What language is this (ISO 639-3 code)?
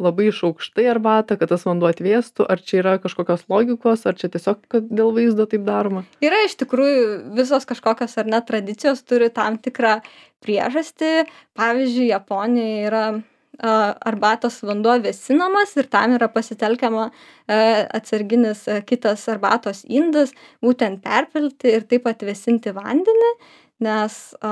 lit